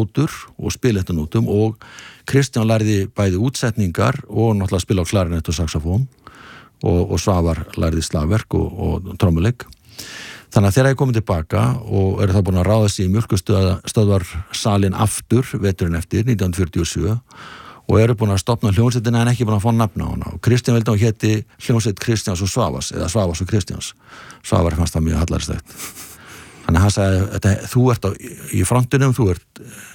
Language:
Icelandic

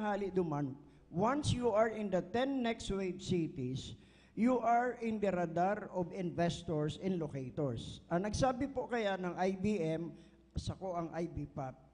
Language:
Bikol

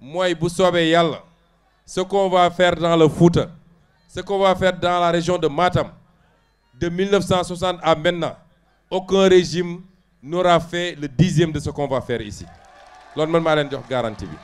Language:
Wolof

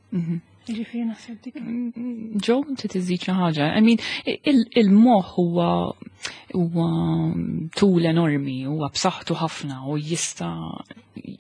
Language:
Maltese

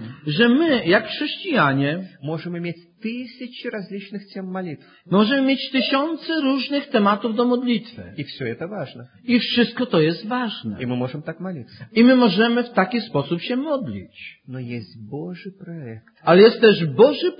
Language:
Polish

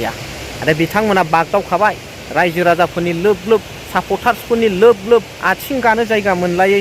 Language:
Bodo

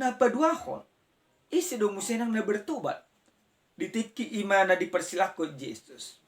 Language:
Batak Toba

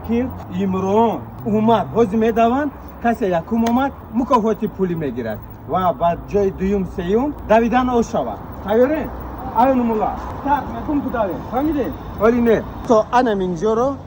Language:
Tajik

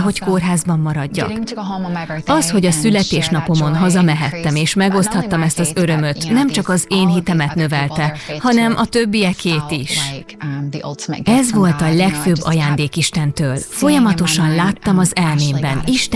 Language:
Hungarian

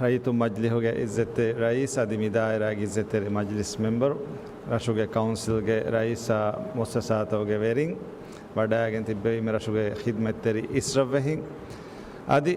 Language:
Divehi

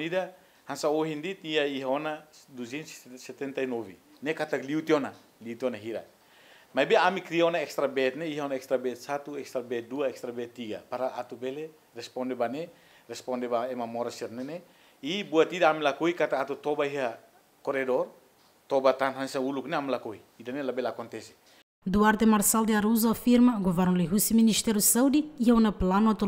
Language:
Tetum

